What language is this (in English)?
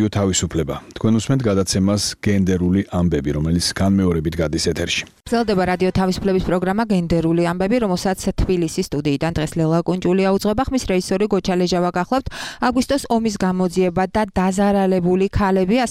Georgian